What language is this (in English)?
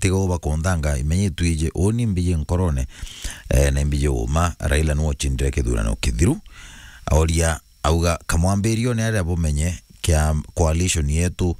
Meru